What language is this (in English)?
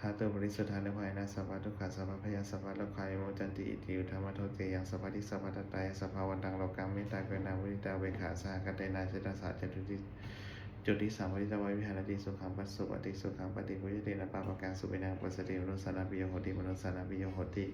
Pali